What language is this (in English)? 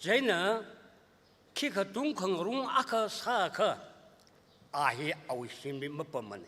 Tangkhul Naga (India)